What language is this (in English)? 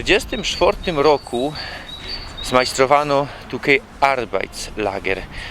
Silesian